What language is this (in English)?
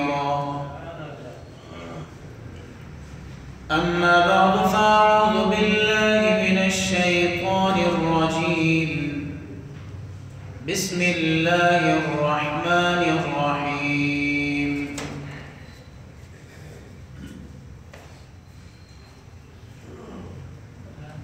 Urdu